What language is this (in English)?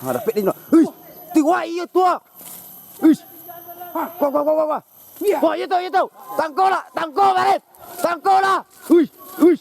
Minangkabau